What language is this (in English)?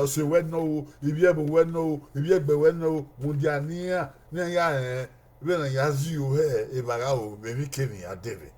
Bini